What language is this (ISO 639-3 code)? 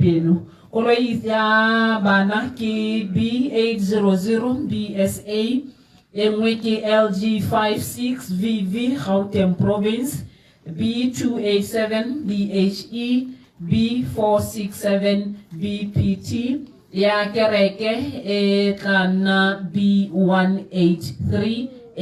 tsn